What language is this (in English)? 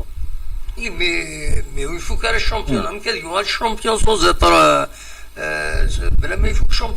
Kabyle